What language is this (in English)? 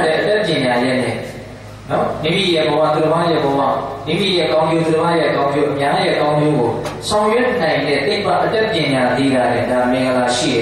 Burmese